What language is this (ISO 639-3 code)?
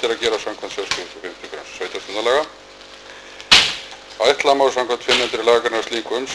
isl